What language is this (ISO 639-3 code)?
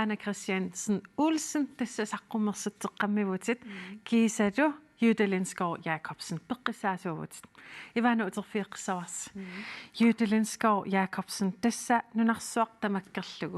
kal